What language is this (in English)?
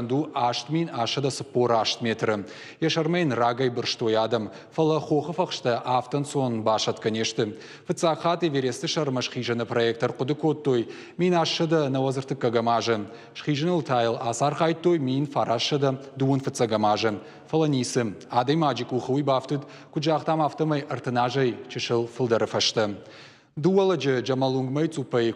Ossetic